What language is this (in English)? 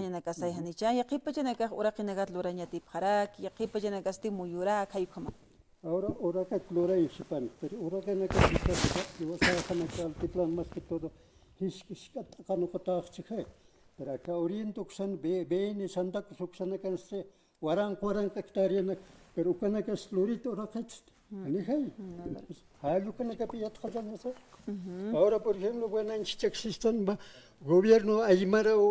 Aymara